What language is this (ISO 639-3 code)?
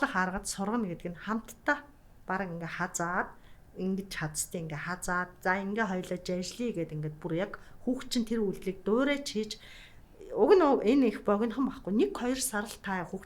mon